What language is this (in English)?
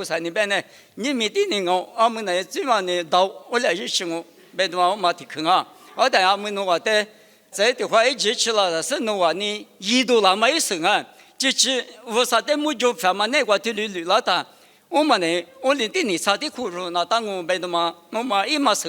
Lisu